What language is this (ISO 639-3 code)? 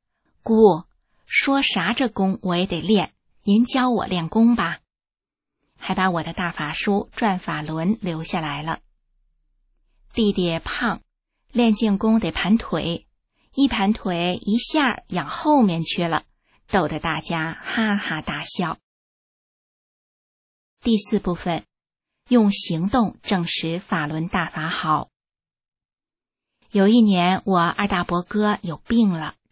zho